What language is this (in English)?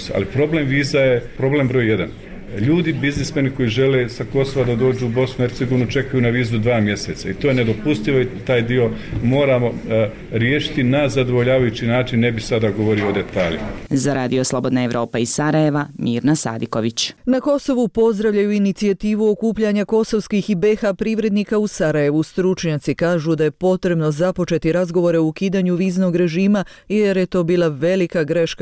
Bosnian